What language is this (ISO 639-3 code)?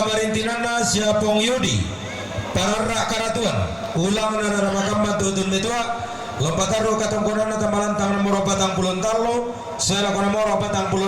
sda